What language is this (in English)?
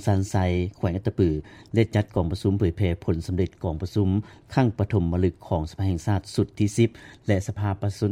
Lao